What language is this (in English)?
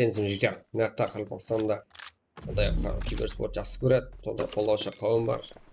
Kara-Kalpak